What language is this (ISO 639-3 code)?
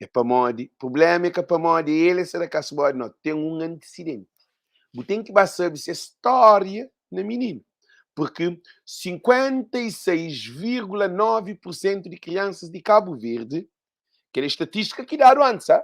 kea